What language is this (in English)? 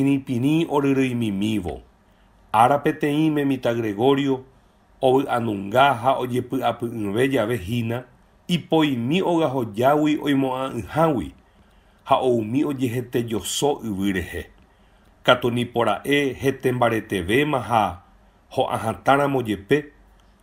Guarani